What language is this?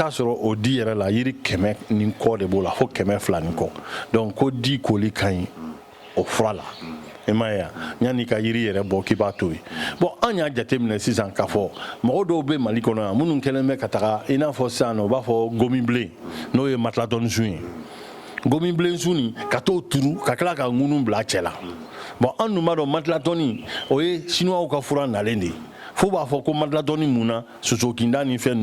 Bambara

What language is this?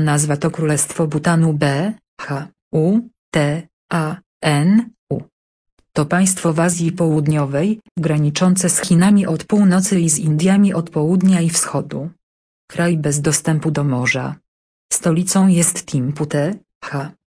Polish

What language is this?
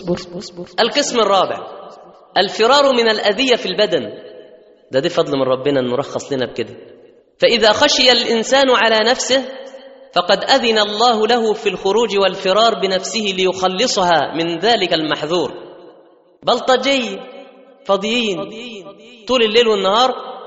Egyptian Arabic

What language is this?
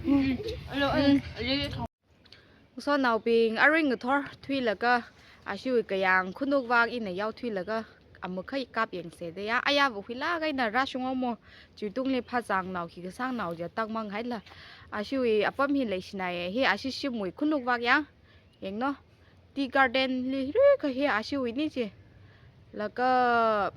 Tangkhul Naga (India)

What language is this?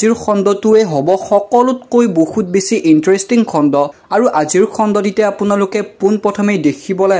Assamese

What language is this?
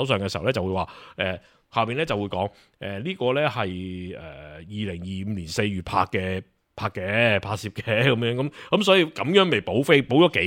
Cantonese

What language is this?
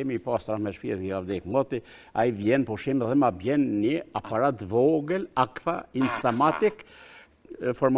Albanian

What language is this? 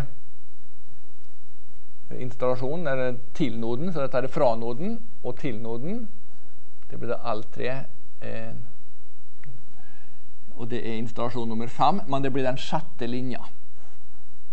Norwegian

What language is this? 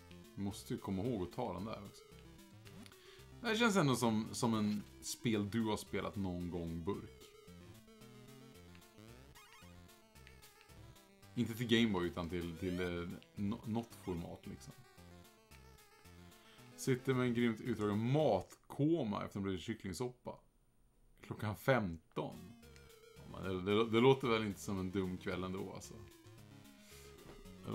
Swedish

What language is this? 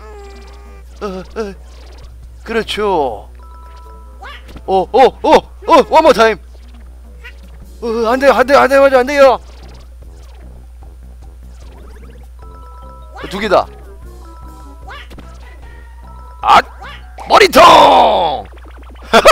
Korean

